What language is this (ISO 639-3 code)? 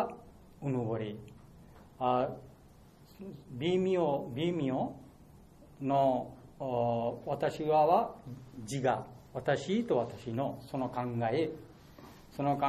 jpn